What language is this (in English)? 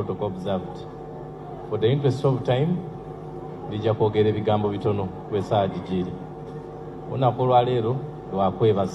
Ganda